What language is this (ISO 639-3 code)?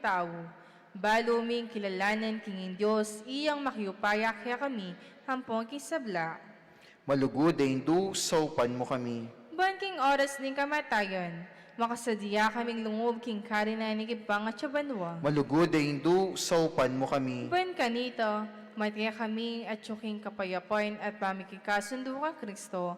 pam